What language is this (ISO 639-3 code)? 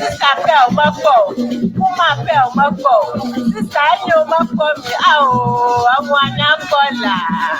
ewe